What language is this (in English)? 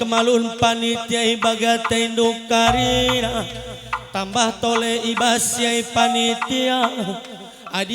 Batak Karo